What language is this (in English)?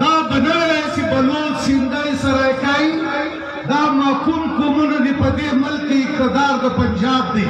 Pashto